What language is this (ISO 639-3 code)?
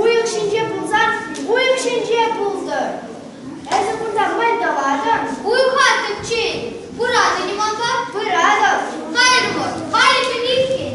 chv